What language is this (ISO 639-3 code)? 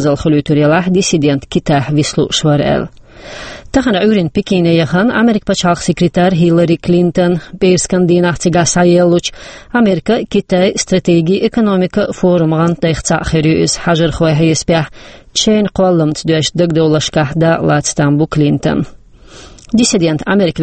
che